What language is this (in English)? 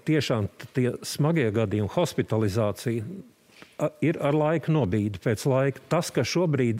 Latvian